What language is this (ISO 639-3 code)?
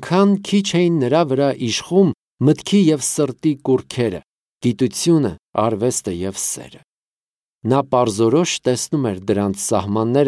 hye